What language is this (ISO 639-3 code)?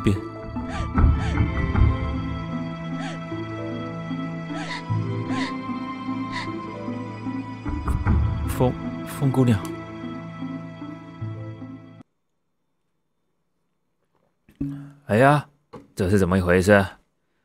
zho